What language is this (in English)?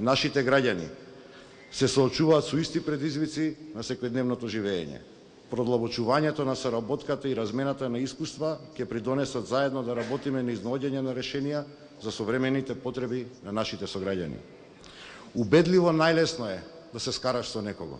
Macedonian